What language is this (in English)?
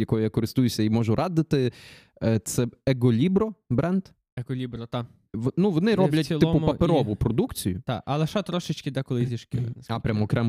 Ukrainian